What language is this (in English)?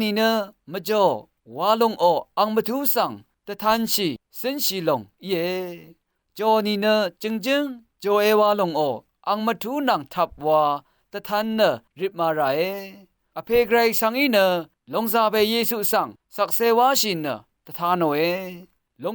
Rawang